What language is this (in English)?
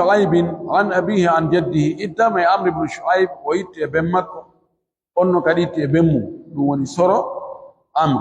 Pular